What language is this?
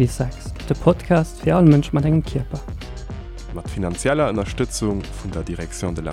Luxembourgish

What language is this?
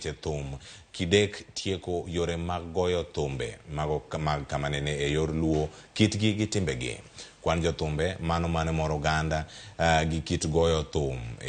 Luo (Kenya and Tanzania)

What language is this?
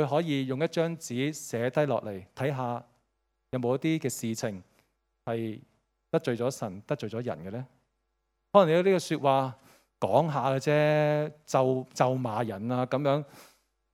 Cantonese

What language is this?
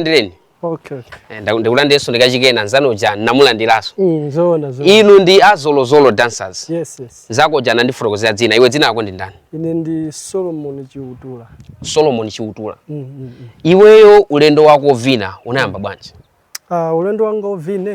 Nyanja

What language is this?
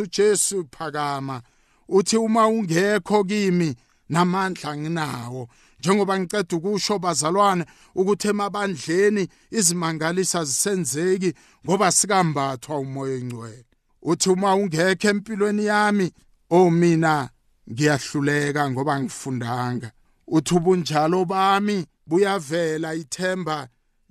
South Ndebele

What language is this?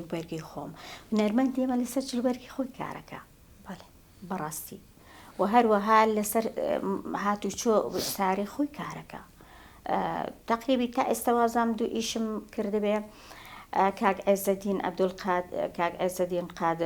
Central Kurdish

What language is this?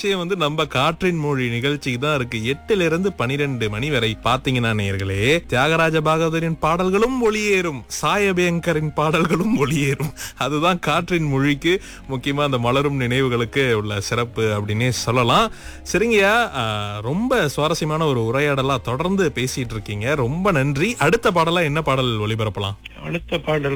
Tamil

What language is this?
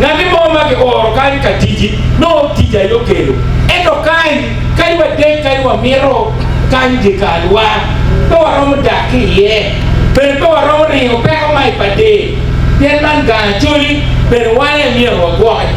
Acoli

